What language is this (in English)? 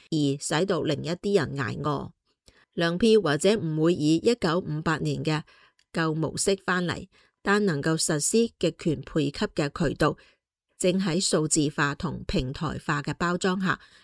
Cantonese